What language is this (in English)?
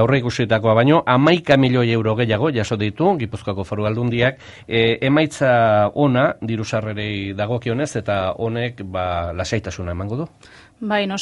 Basque